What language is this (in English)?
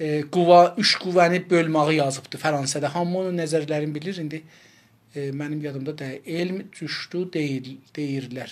South Azerbaijani